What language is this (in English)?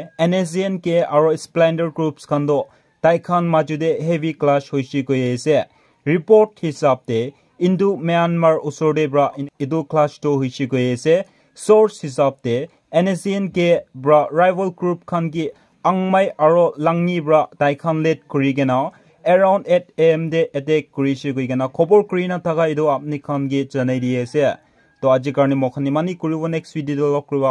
Naga Pidgin